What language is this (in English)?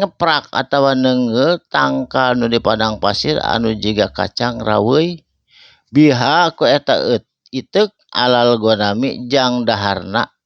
Sundanese